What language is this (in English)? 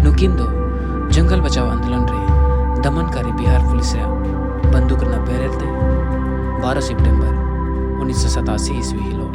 Santali